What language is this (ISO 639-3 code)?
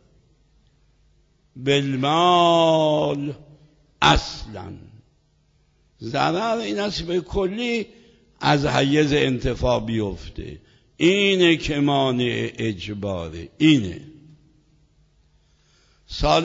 fas